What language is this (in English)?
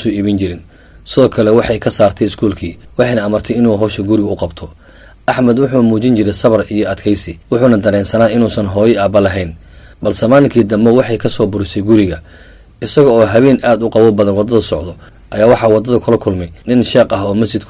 Somali